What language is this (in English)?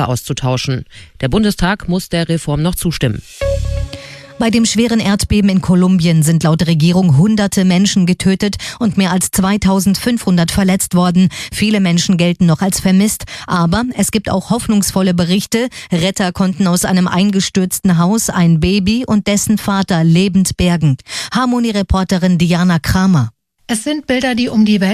German